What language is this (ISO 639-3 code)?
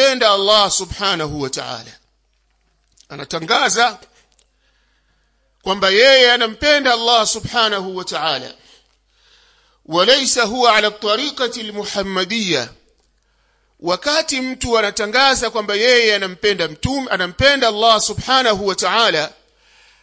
swa